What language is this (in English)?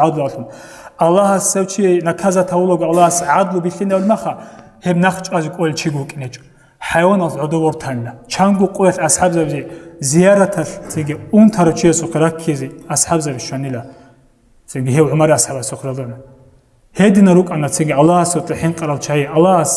Avaric